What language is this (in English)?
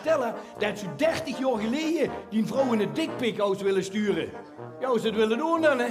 Limburgish